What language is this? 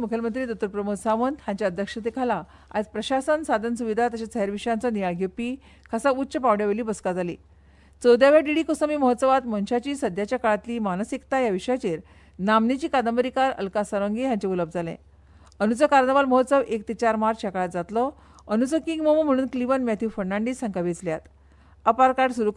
Konkani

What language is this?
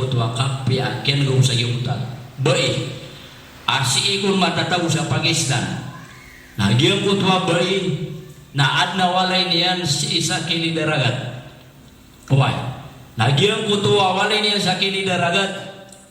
Maranao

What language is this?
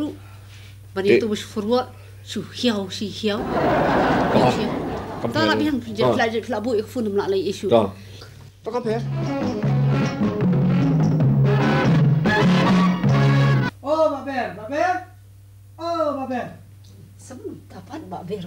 Khasi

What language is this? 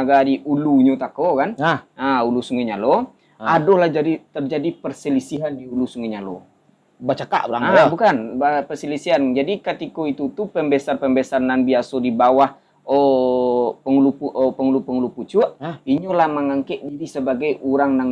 Minangkabau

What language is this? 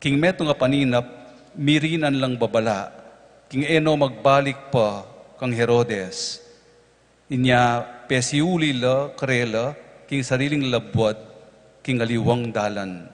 Pampanga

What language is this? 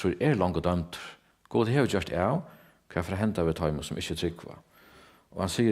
Faroese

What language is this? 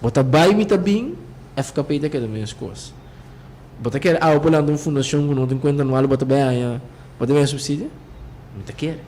Papiamento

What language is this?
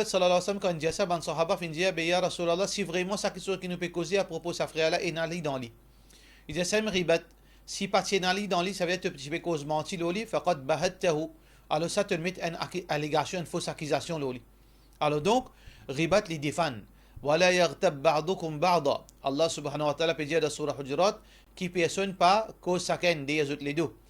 Morisyen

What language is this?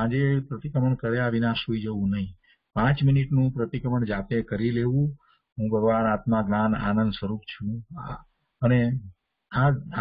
Gujarati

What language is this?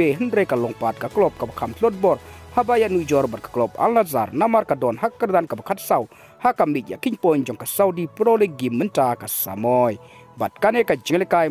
Khasi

